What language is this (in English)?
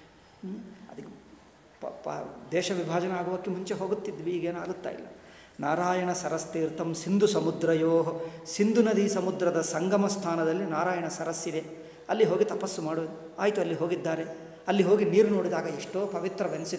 Kannada